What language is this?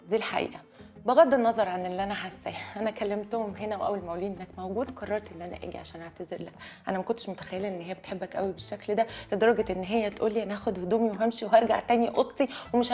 Egyptian Arabic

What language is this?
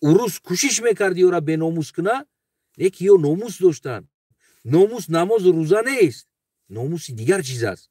Tajik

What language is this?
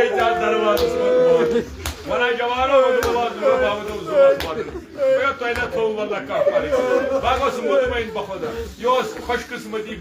Kashmiri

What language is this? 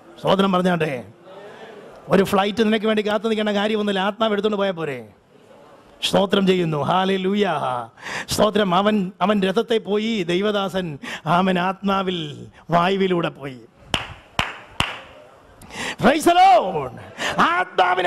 Malayalam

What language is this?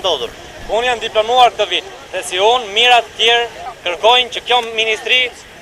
Albanian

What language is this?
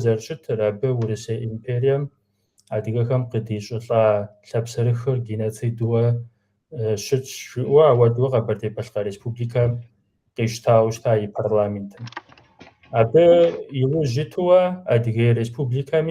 Kabardian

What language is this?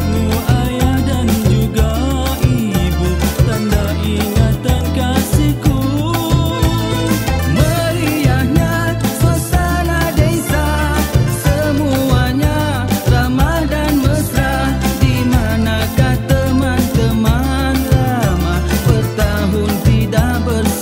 Malay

